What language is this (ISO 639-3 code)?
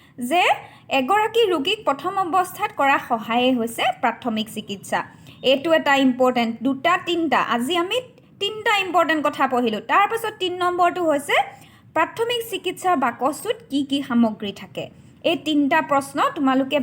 asm